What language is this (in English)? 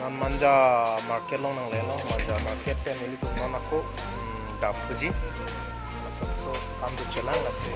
Karbi